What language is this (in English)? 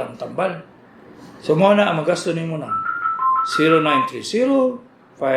Cebuano